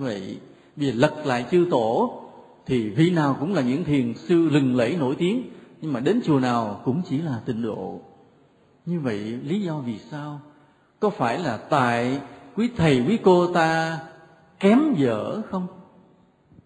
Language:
Vietnamese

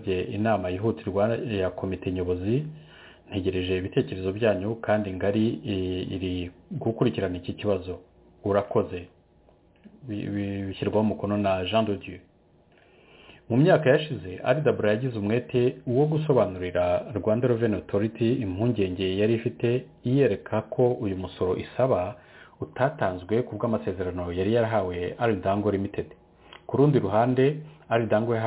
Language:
Kinyarwanda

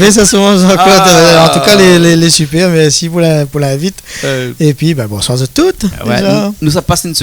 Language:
Réunion Creole French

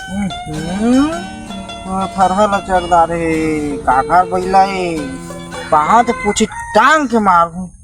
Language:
Chhattisgarhi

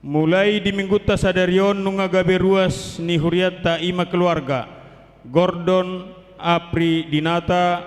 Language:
Batak Toba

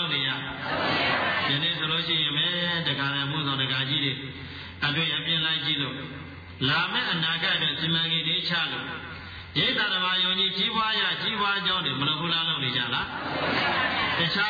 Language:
Burmese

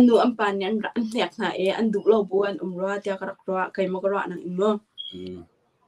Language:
Hakha Chin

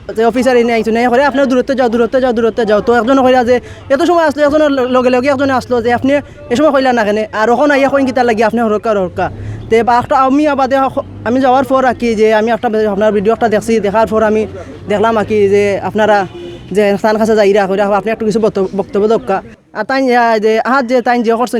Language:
Sylheti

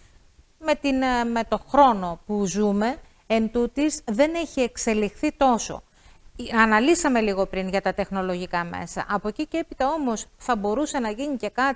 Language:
Greek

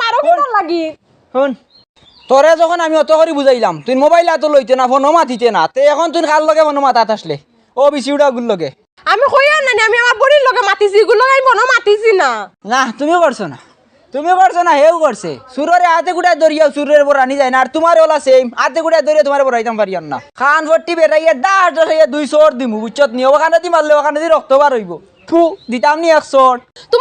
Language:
Sylheti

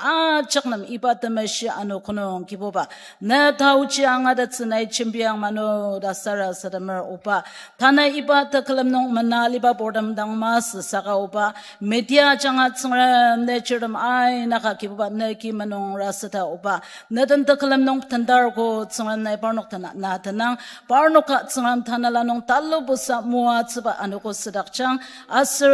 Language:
Ao Naga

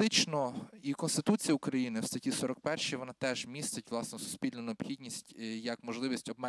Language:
Ukrainian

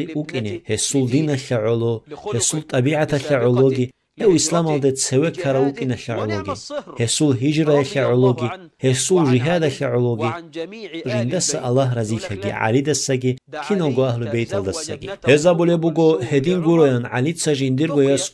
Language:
Avaric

